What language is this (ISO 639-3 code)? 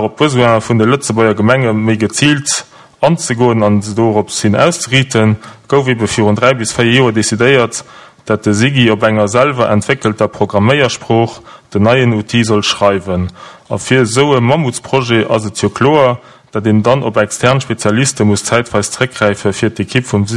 ltz